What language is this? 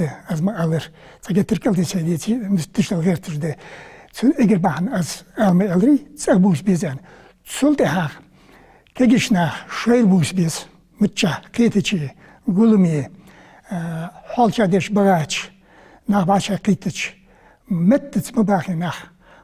Ingush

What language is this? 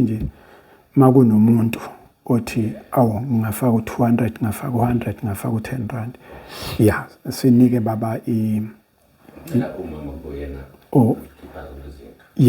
Zulu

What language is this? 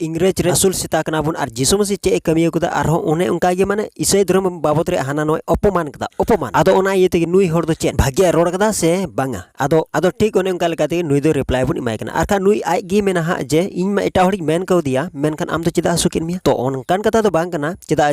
Santali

